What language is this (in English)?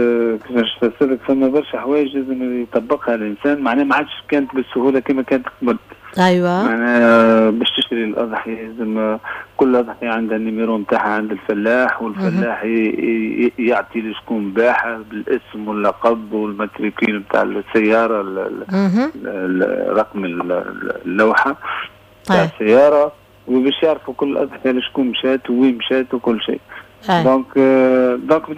Tunisian Arabic